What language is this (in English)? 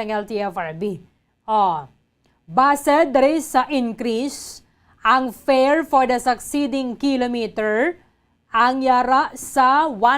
Hiligaynon